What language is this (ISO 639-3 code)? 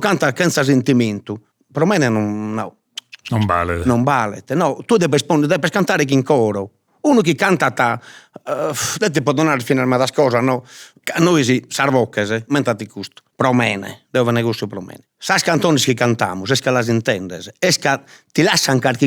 srd